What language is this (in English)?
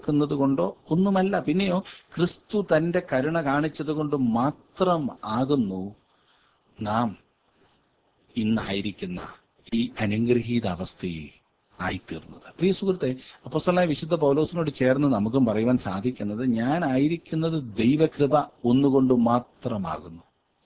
Malayalam